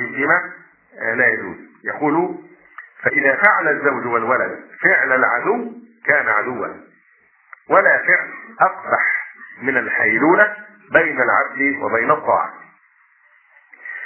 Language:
Arabic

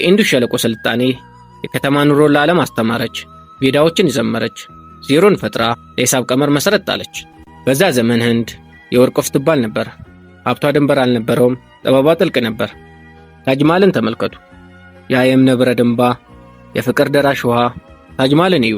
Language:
Amharic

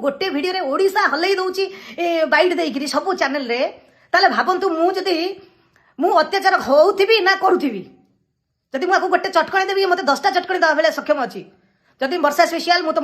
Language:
Odia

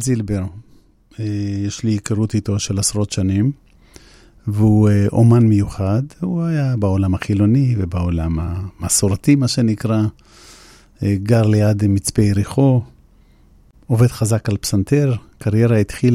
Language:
Hebrew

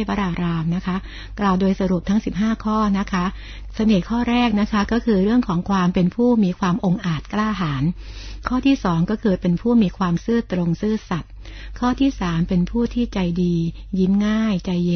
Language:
Thai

